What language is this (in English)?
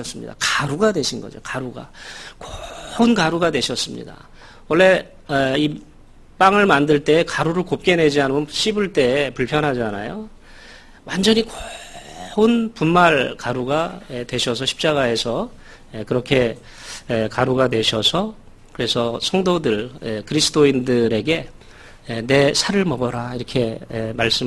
Korean